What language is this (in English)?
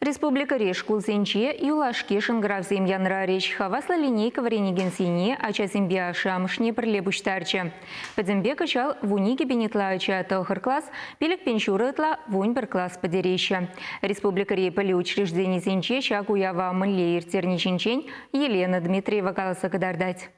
Chuvash